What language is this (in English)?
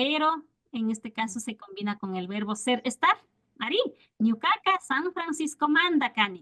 Imbabura Highland Quichua